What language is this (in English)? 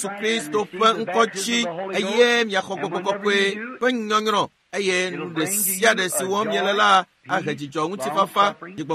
Ewe